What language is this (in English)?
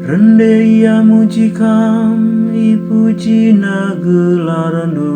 Batak Karo